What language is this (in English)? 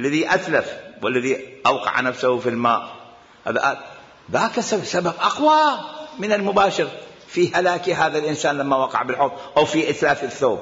Mesopotamian Arabic